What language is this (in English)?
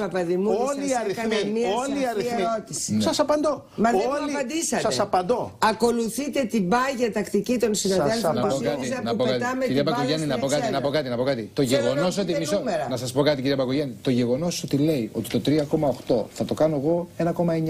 Greek